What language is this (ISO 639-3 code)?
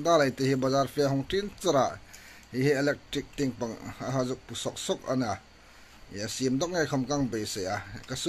hmr